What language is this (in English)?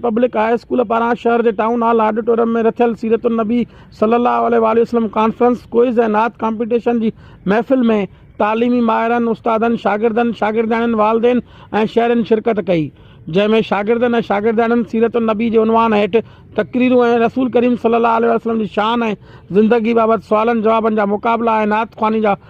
Sindhi